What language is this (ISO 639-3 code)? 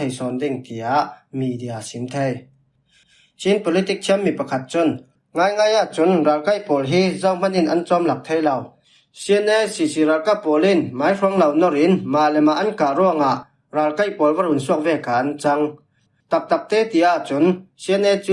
cfm